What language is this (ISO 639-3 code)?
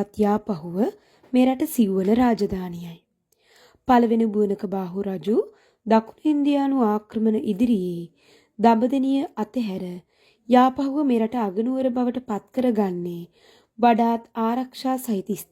sin